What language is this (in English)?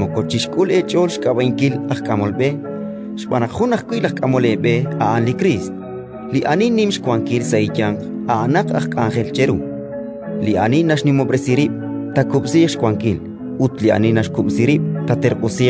Kekchí